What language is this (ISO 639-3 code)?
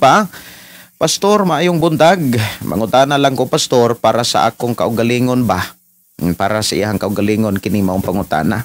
ceb